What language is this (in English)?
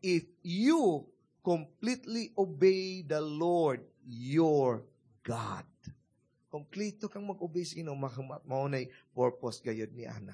Cebuano